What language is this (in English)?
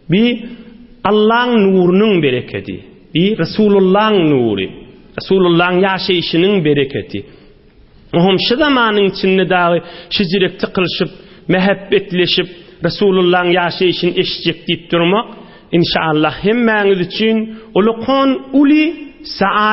Turkmen